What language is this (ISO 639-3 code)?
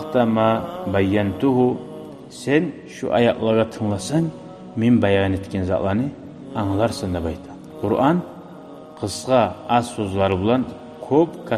kum